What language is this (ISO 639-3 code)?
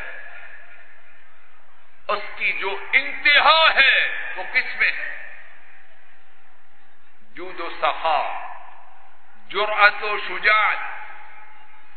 urd